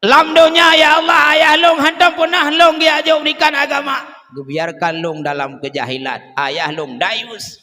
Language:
Achinese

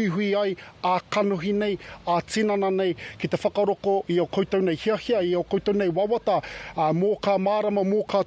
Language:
Māori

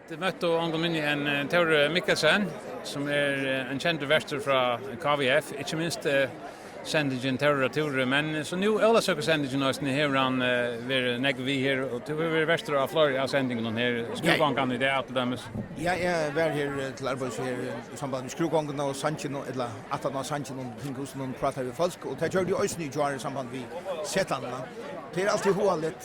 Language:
Faroese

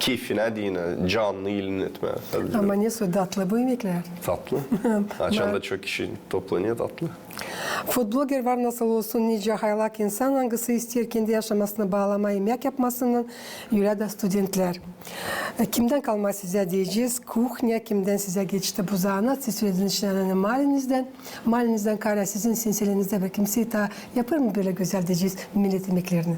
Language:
Gagauz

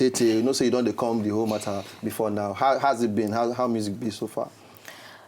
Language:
Nigerian Pidgin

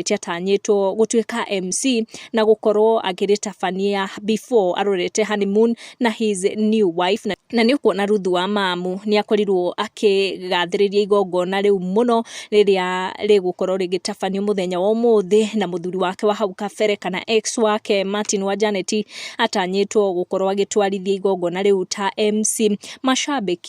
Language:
Kikuyu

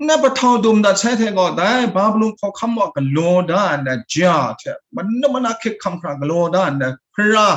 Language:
Kachin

